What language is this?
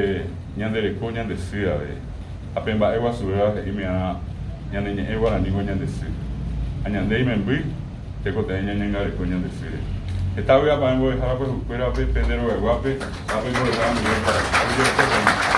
Guarani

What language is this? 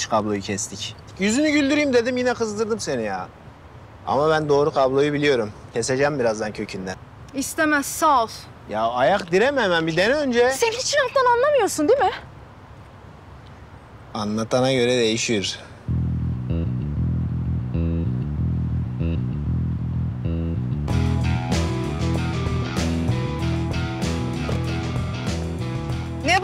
Turkish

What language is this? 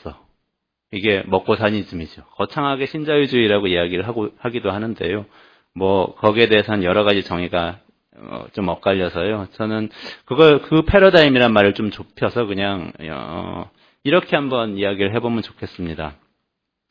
Korean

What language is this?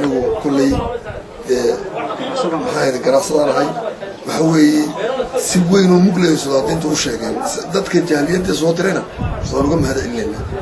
Somali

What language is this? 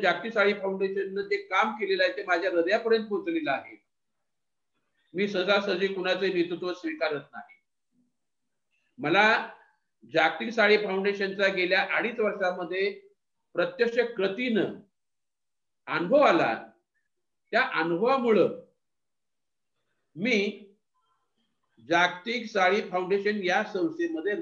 Marathi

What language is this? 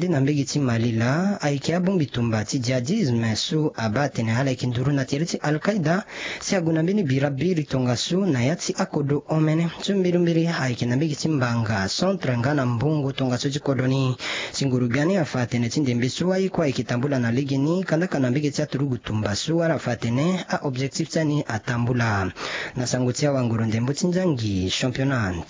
Sango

